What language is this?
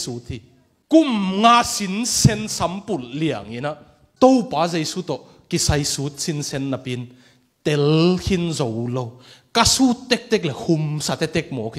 Tedim Chin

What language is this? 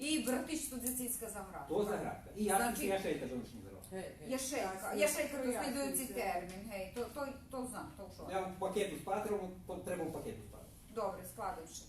Rusyn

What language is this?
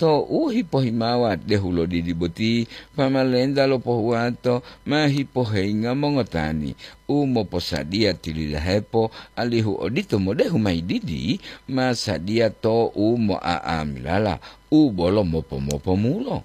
Gorontalo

